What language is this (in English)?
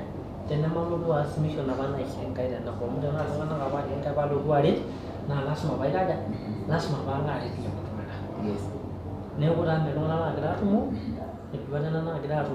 Masai